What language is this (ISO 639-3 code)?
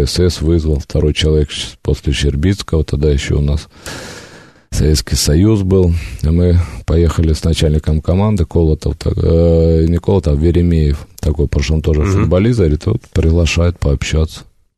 rus